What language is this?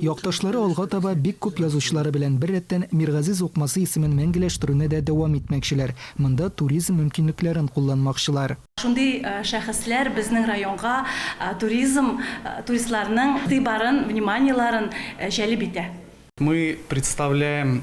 Tatar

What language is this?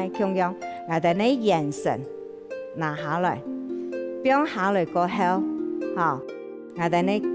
Hakka Chinese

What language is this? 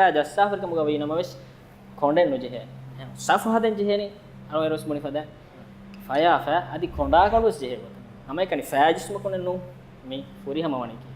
Divehi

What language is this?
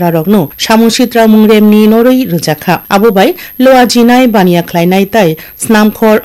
Kok Borok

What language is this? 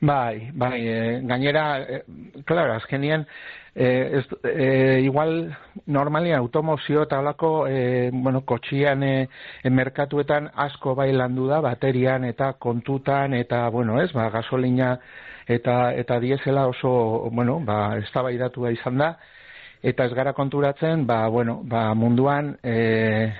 Basque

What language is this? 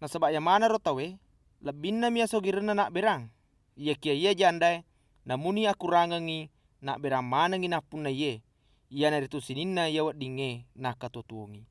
Buginese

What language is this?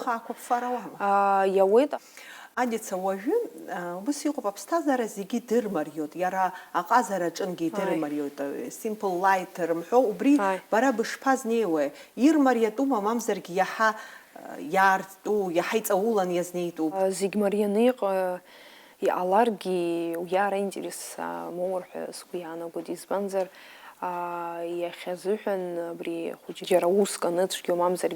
Abkhazian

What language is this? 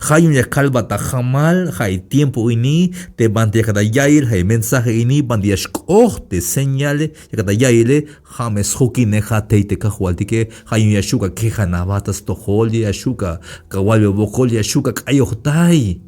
Tzeltal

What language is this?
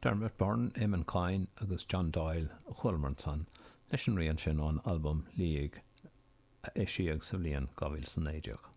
Irish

